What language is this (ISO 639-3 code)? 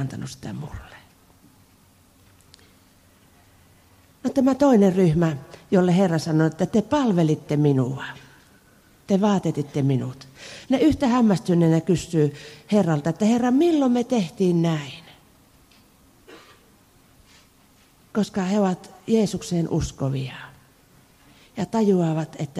fin